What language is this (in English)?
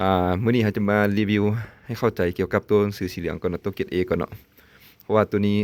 Lao